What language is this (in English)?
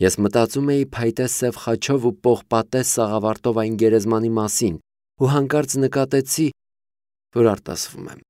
Armenian